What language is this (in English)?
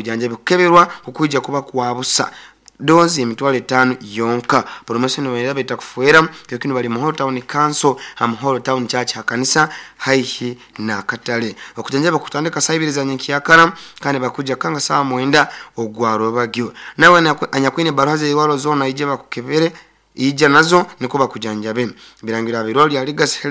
Nyoro